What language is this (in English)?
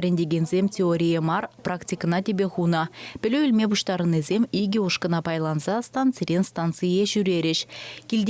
Chuvash